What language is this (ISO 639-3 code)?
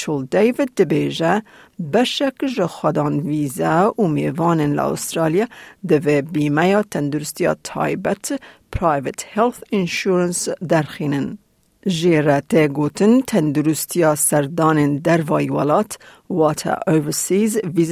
kur